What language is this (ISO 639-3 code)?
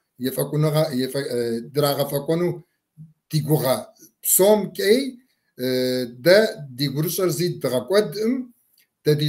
kbd